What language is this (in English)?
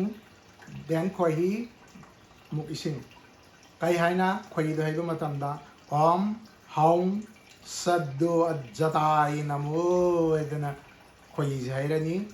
Manipuri